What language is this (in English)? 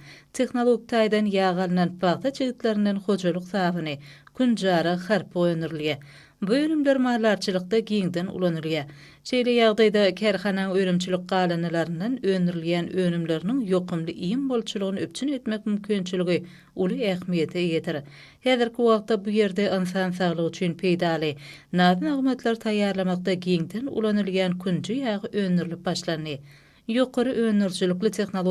Turkmen